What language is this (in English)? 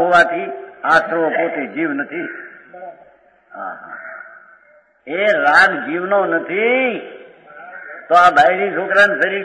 Gujarati